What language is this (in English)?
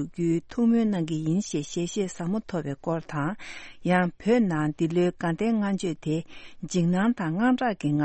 Tibetan